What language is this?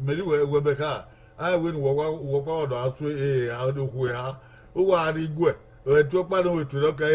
Bini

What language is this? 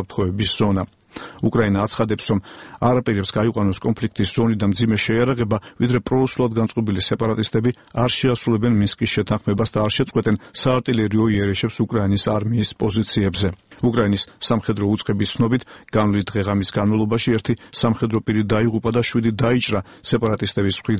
Georgian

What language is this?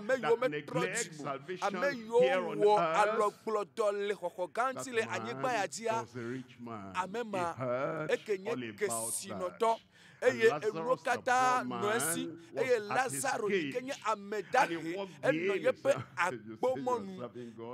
Ewe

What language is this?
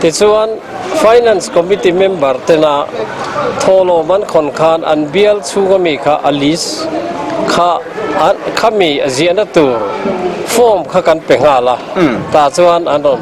Mizo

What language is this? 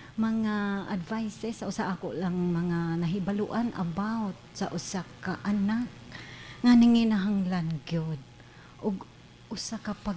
Cebuano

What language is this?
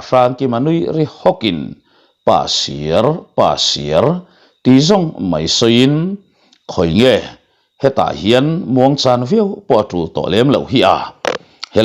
Mizo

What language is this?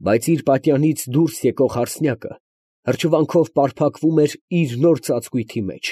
Armenian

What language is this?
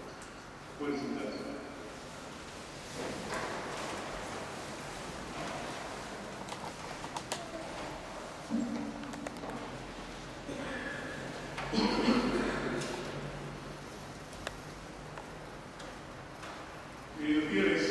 Spanish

